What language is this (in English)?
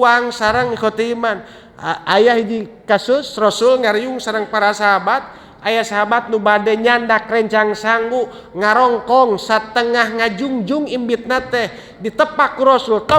Sundanese